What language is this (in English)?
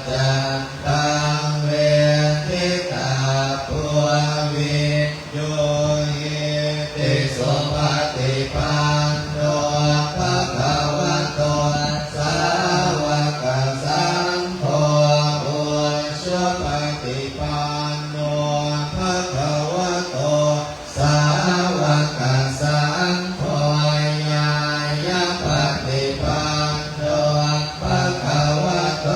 Pali